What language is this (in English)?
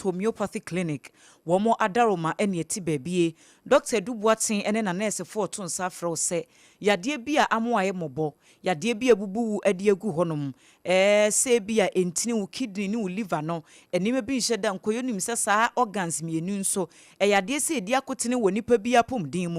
Akan